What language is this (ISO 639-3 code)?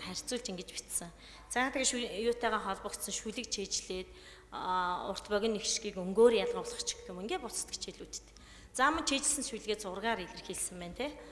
mon